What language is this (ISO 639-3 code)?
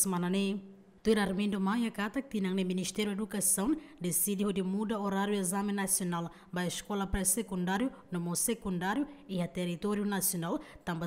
tet